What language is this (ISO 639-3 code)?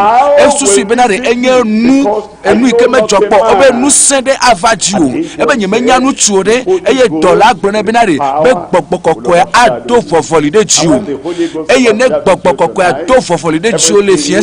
ewe